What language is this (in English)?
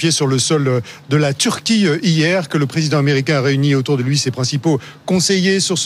French